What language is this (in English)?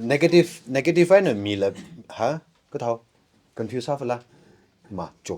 Tangkhul Naga (India)